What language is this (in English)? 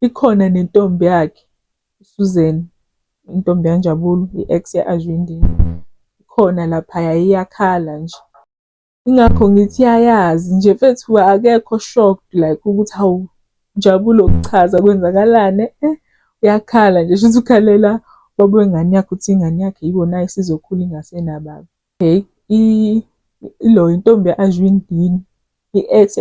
Zulu